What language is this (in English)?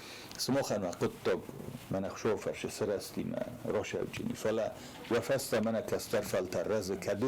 Ossetic